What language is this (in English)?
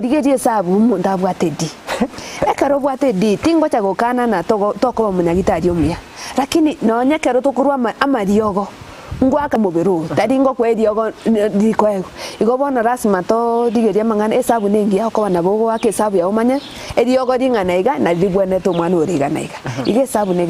Gusii